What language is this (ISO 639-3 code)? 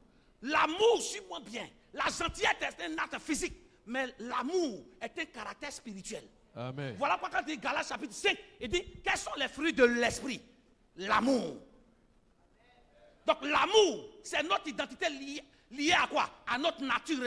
fra